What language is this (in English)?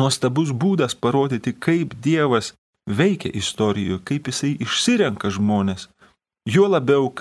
Lithuanian